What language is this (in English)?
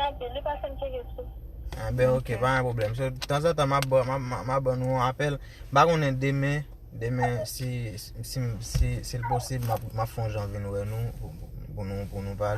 Haitian Creole